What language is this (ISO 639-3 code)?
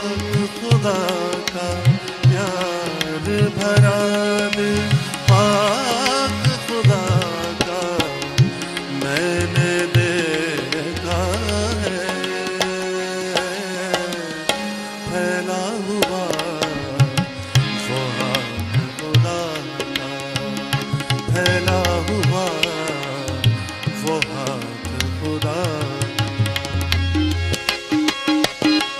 urd